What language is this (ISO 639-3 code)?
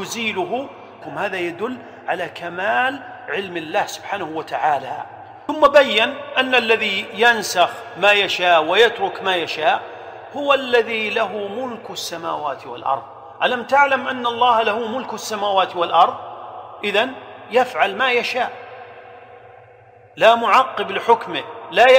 ara